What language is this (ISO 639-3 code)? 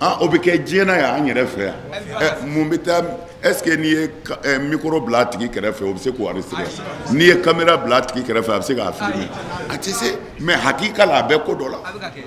bam